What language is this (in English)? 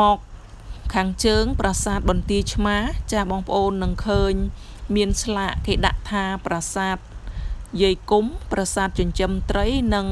Khmer